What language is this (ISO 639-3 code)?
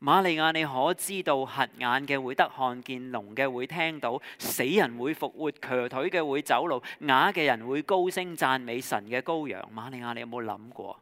yue